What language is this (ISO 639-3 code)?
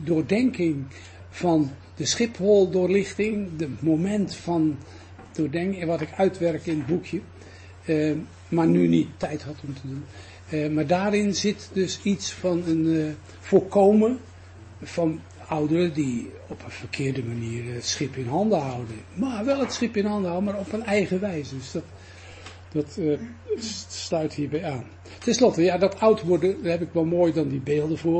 nld